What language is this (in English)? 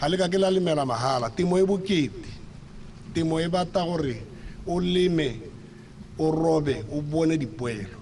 Tswana